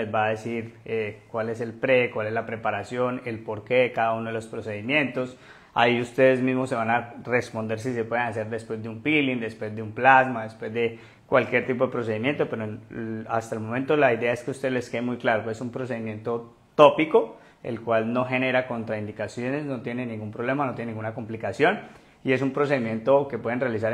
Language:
Spanish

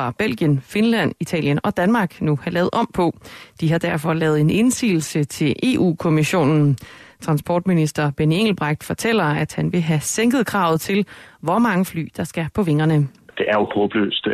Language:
Danish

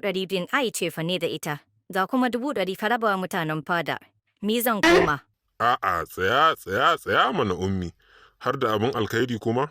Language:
Hausa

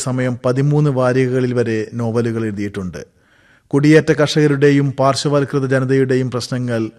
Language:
Malayalam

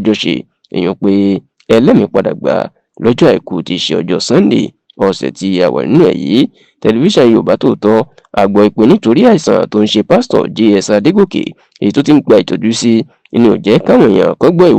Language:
Yoruba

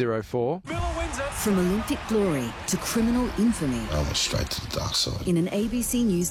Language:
English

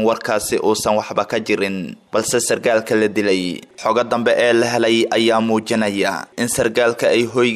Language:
Somali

